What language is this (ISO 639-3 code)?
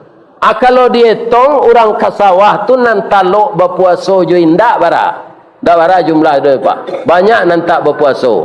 min